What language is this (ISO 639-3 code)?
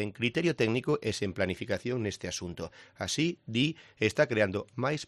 glg